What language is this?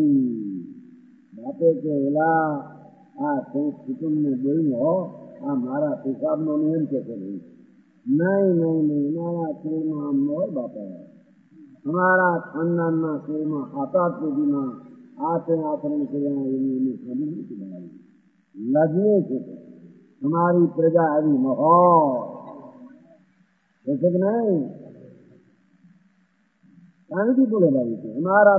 Gujarati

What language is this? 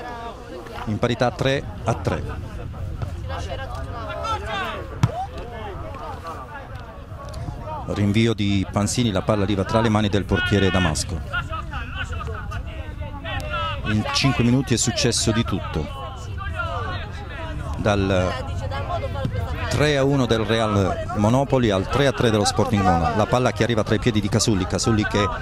Italian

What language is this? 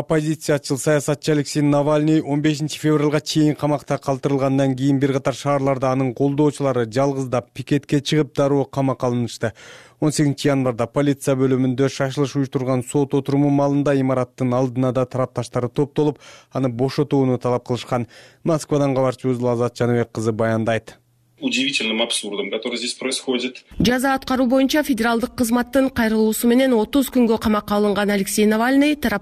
Kyrgyz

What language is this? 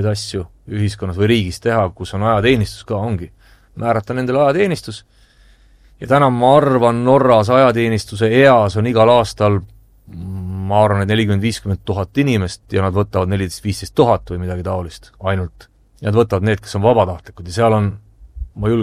Estonian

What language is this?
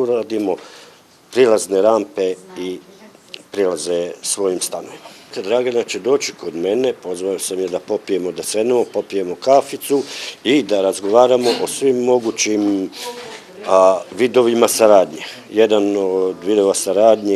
Serbian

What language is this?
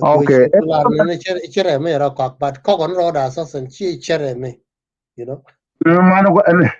Nuer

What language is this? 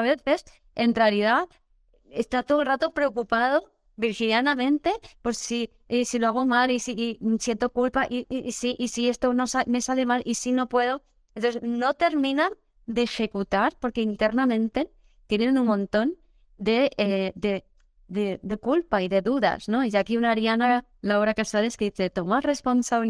Spanish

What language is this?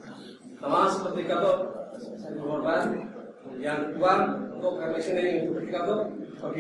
Indonesian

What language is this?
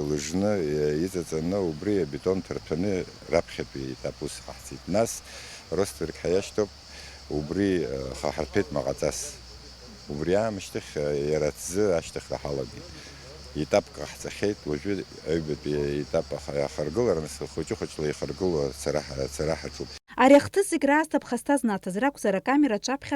Abkhazian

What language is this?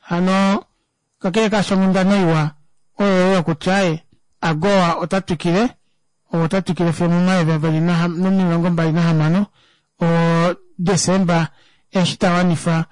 Kuanyama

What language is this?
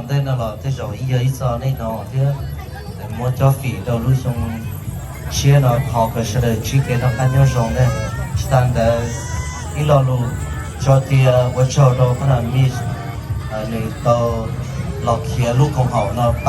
Hmong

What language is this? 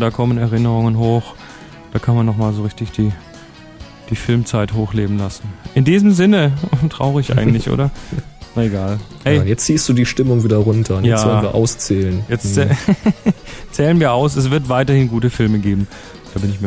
German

